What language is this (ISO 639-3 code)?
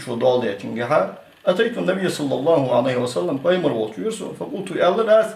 inh